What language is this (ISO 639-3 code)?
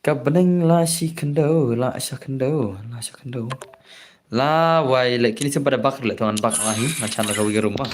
kha